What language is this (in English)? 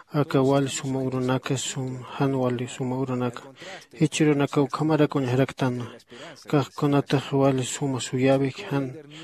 Aymara